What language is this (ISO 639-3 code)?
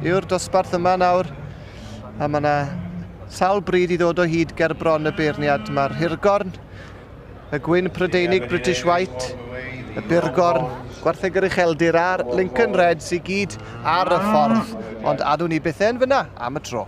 cym